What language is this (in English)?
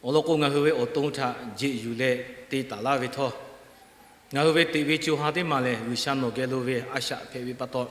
Lahu